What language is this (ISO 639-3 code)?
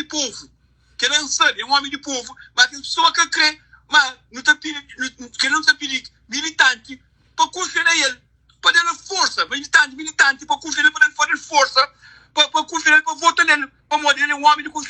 kea